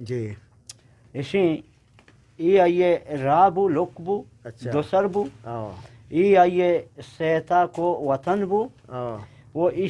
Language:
Eastern Balochi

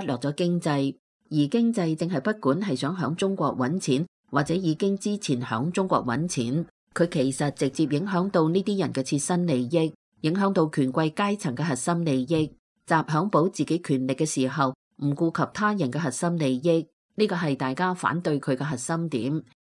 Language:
Cantonese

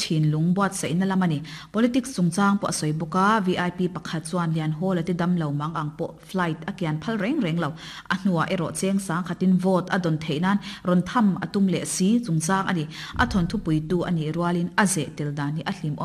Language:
Mizo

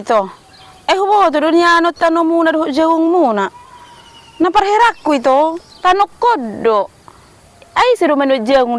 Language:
Batak Toba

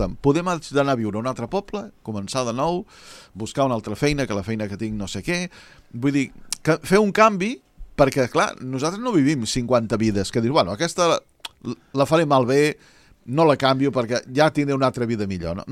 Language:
Catalan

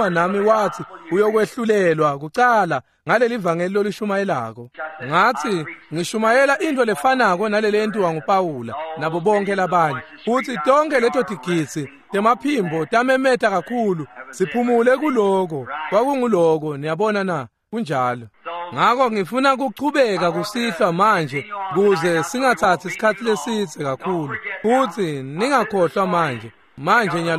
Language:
Swati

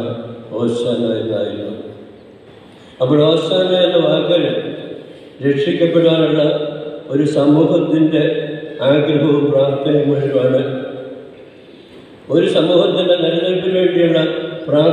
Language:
Malayalam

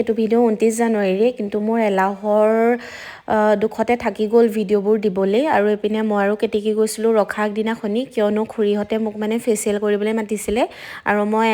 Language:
Assamese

